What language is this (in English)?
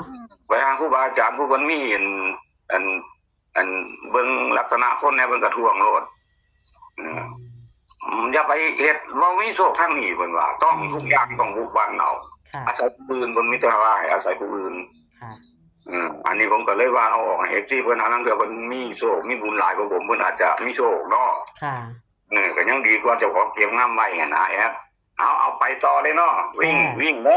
Northeastern Thai